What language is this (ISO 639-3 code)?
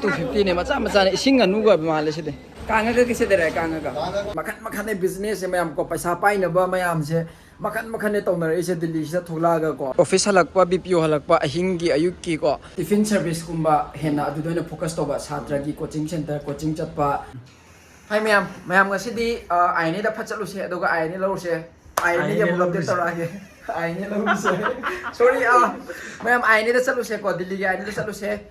mni